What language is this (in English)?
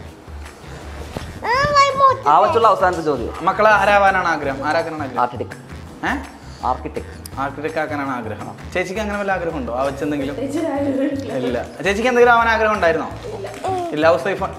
Malayalam